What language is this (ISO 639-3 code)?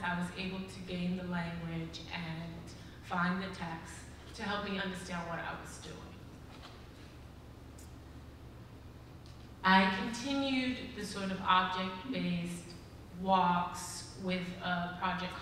eng